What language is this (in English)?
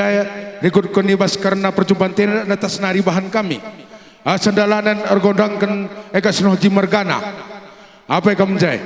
Batak Karo